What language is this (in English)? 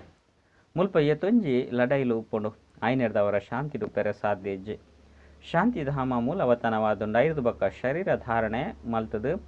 Tulu